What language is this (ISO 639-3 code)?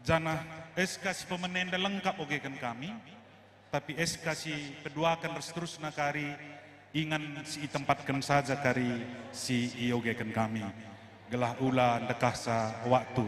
btx